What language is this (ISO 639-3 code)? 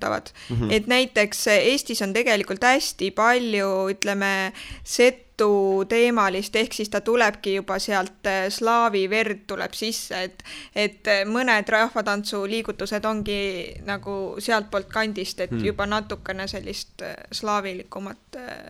est